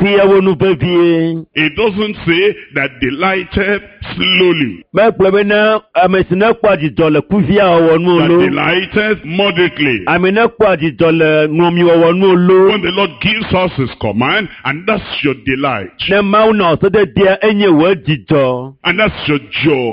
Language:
Ewe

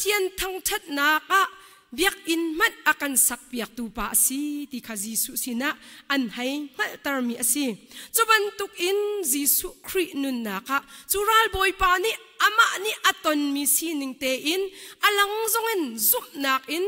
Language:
Hakha Chin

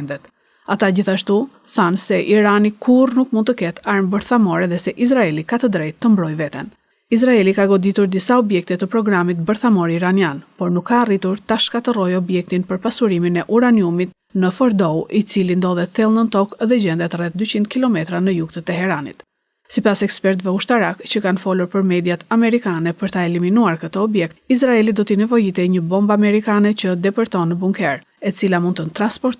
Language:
Albanian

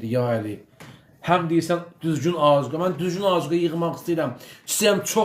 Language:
Azerbaijani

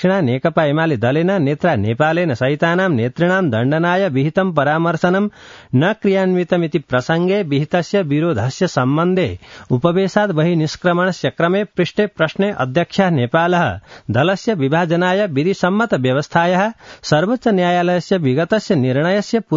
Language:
Sanskrit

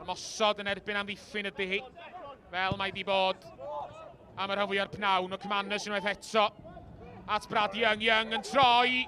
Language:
Welsh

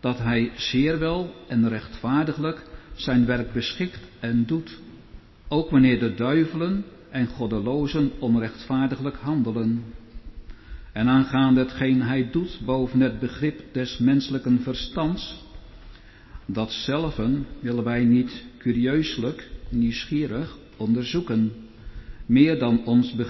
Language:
Dutch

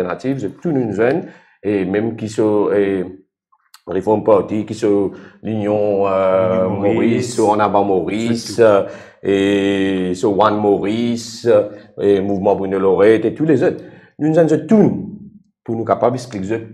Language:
Morisyen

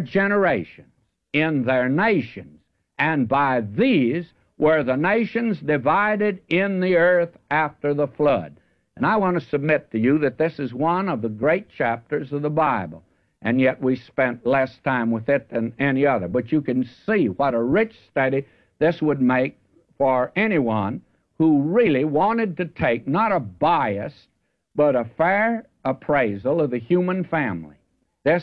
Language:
English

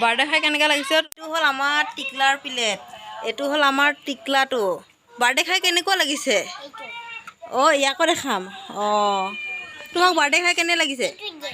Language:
Assamese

